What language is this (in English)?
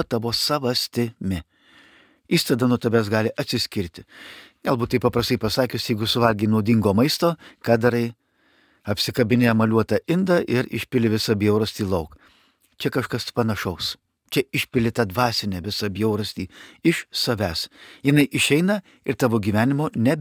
Lithuanian